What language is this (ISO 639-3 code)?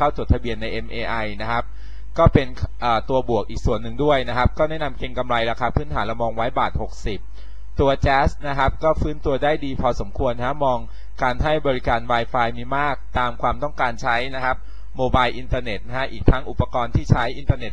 tha